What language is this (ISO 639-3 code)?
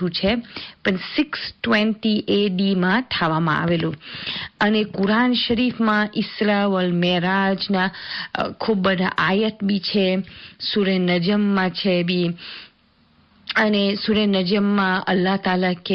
guj